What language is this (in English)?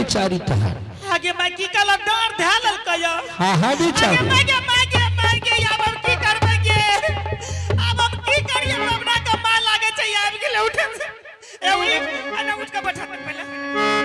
Angika